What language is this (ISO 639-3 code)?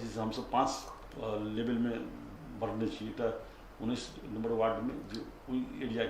mai